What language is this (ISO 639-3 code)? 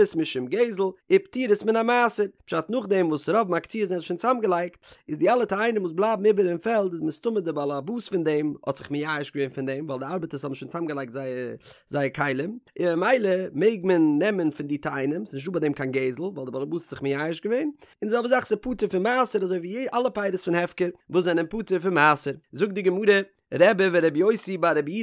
yid